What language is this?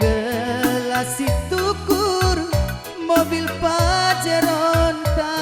Batak Karo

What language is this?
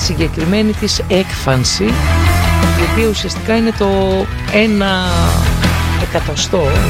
Greek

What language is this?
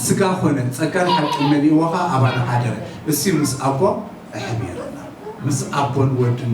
Tigrinya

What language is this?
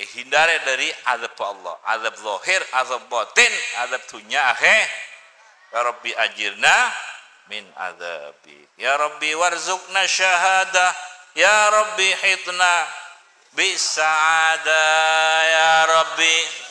Madurese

